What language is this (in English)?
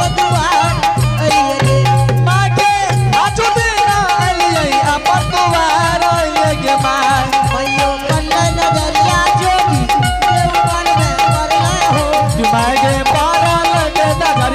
Angika